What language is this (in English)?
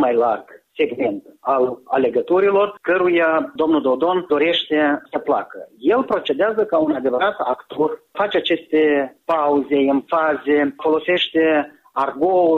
Romanian